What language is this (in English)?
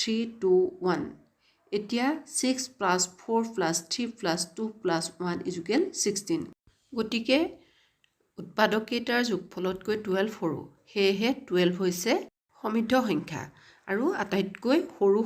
Assamese